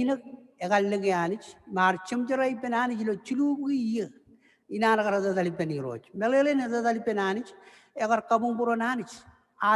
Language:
Marshallese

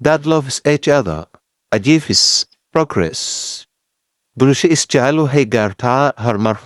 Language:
Somali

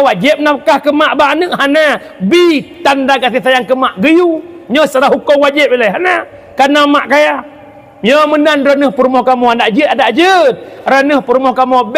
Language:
Achinese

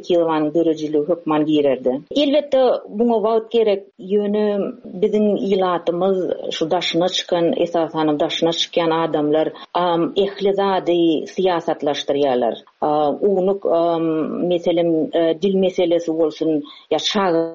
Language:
Turkmen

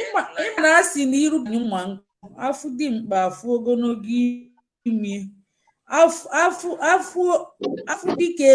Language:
Igbo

